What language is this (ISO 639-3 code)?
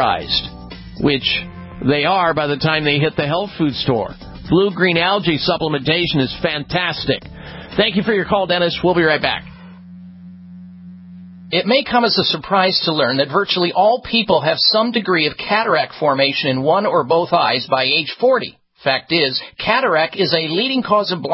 eng